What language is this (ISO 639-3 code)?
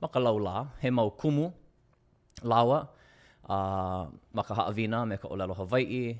haw